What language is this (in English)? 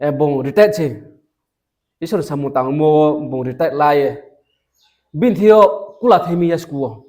Riang (India)